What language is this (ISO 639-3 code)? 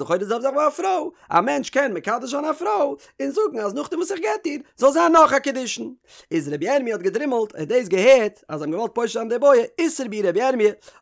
yid